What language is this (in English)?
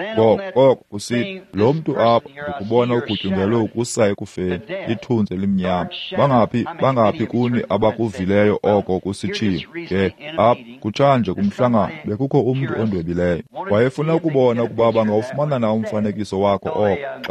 Xhosa